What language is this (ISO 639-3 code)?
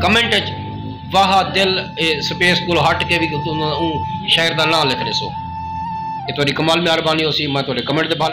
skr